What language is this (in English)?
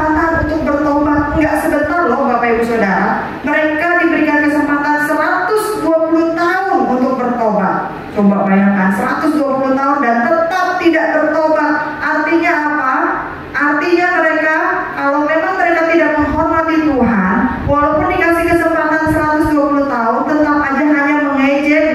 Indonesian